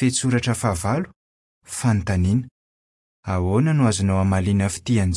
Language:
Malagasy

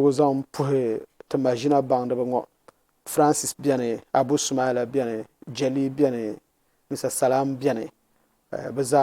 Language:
Dagbani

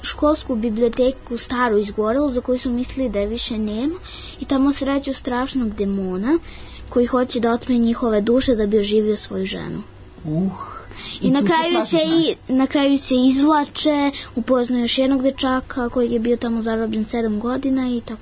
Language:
Serbian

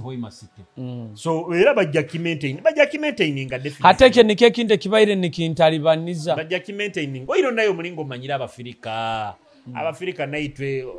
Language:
Nyoro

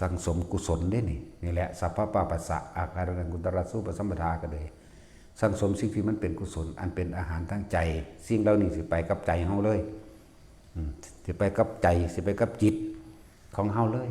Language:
Lao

